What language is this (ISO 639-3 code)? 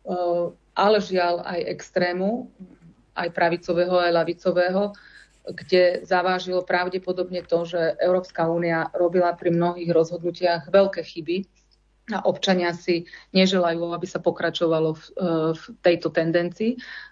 slk